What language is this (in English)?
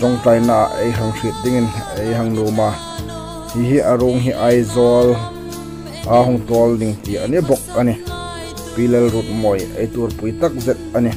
Hmar